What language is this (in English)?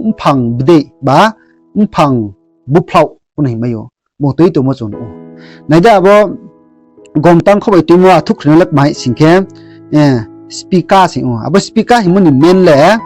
Riang (India)